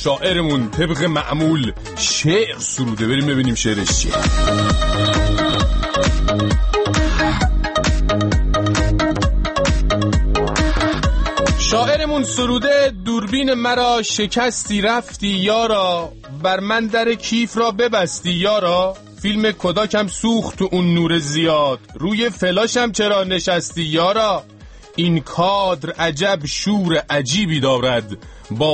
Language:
Persian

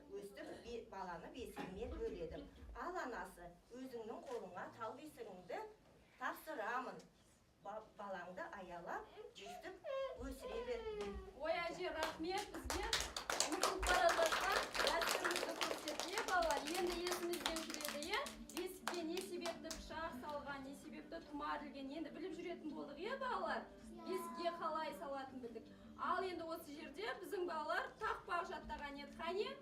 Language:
Kazakh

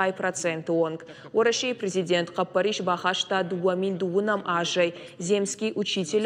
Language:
Ossetic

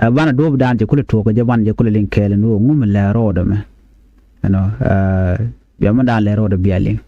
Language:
Nuer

